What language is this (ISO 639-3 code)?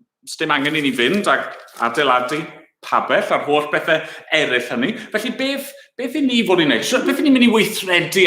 cym